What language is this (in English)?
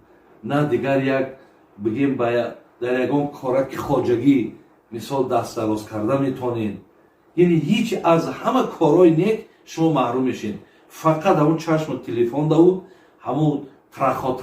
Tajik